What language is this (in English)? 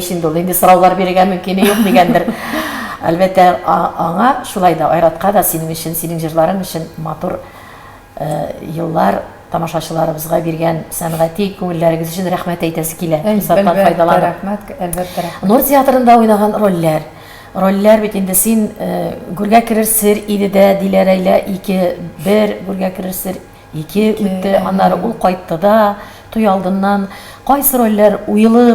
Tatar